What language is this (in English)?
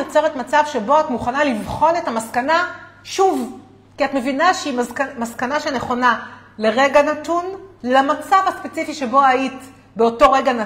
Hebrew